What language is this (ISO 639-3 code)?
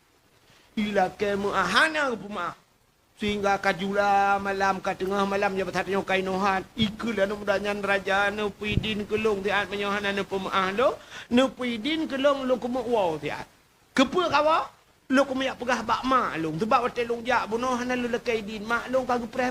ace